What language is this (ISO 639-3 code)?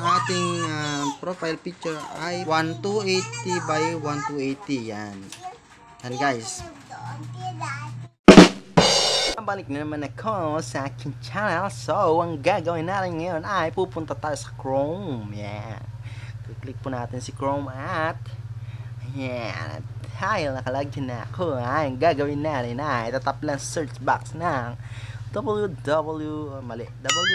fil